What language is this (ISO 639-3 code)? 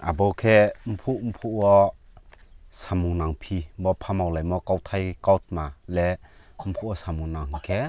ria